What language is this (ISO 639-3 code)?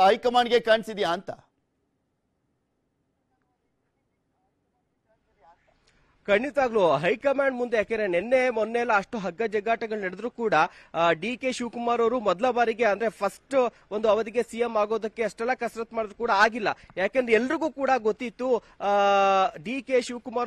kan